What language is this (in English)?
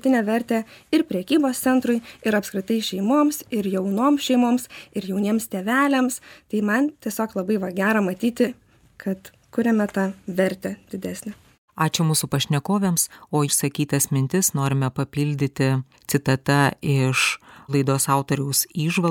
Lithuanian